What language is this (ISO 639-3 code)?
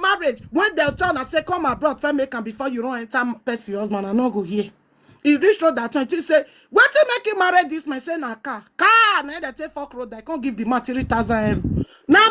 pcm